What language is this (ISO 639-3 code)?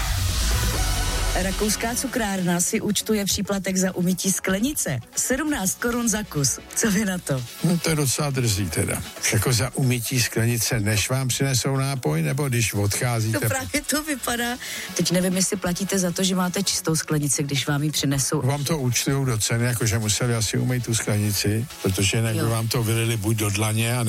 ces